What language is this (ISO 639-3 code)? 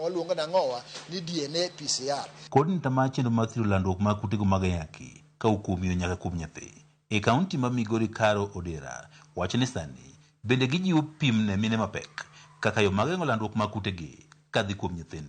luo